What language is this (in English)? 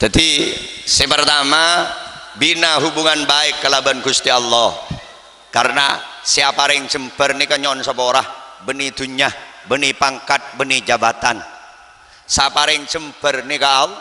Madurese